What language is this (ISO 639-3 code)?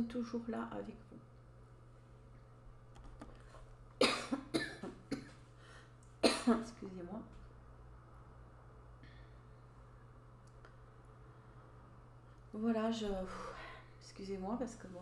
fra